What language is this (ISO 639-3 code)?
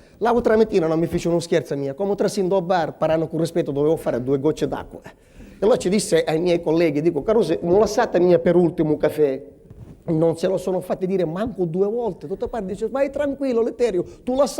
scn